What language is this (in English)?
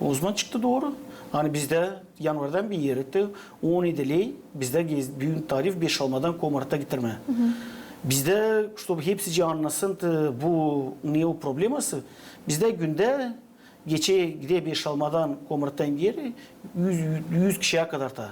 Gagauz